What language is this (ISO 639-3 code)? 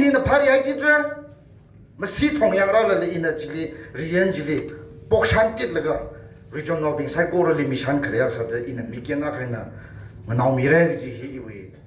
nmf